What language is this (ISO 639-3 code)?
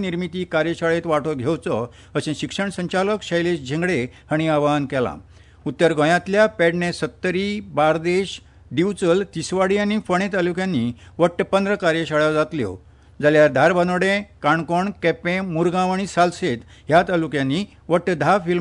kok